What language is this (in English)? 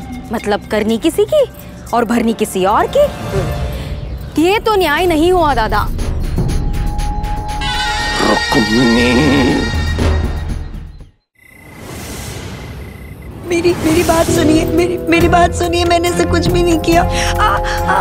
Hindi